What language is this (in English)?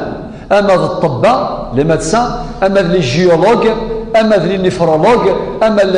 Kabyle